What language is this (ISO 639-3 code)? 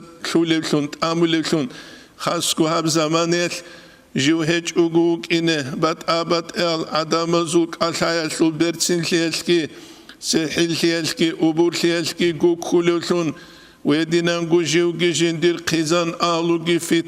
ava